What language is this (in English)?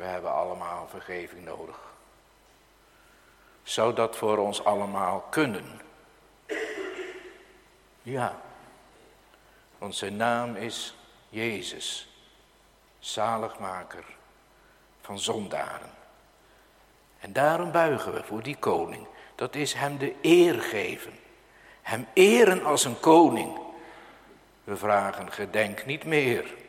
Dutch